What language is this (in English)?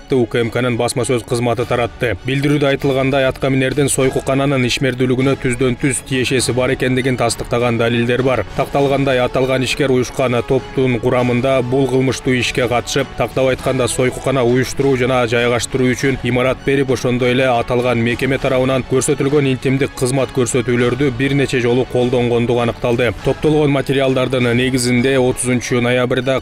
Kyrgyz